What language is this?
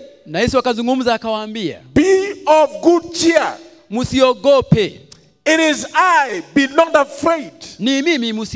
Swahili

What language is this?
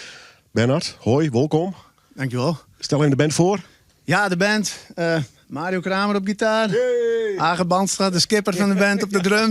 Western Frisian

